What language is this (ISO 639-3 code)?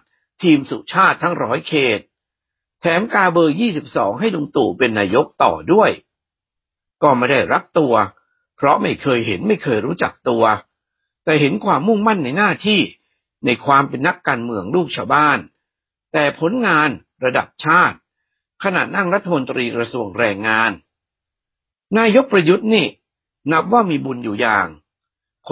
tha